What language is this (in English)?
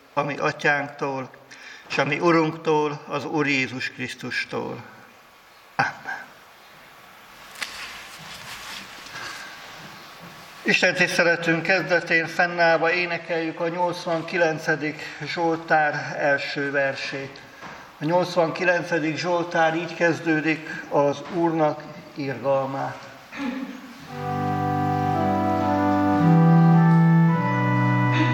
Hungarian